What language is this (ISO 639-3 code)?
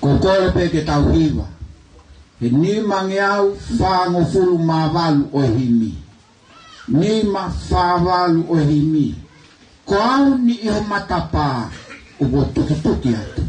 ton